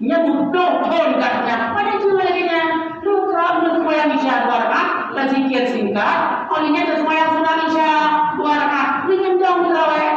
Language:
Achinese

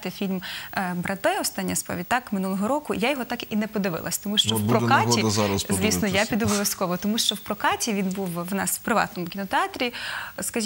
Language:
Ukrainian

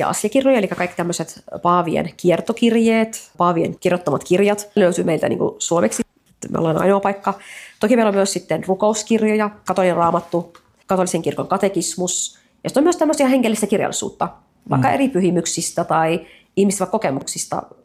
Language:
Finnish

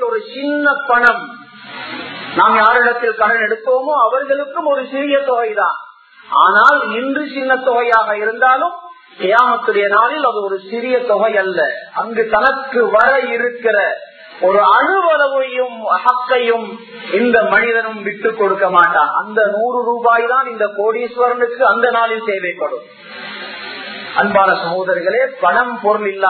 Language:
Tamil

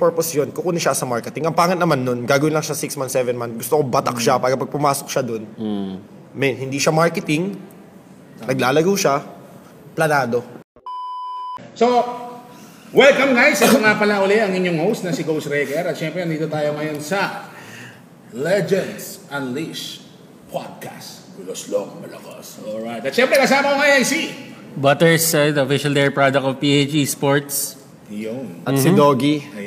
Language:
Filipino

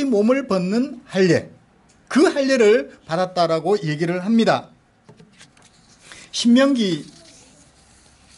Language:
Korean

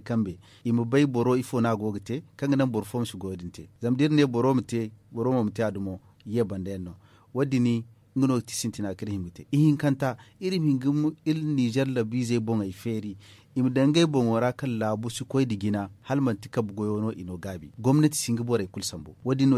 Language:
Zarma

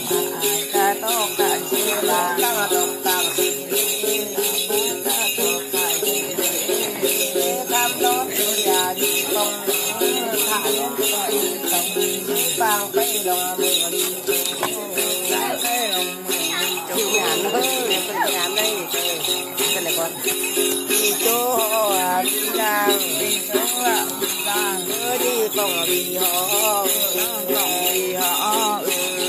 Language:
Vietnamese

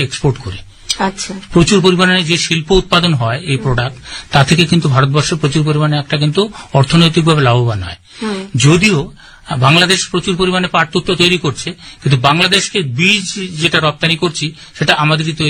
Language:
Bangla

